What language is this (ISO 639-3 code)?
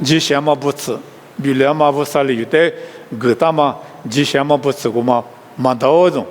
lis